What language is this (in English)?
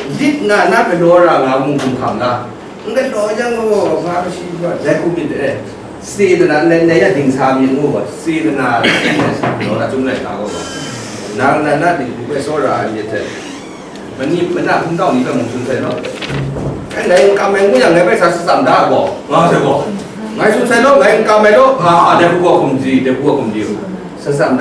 Kachin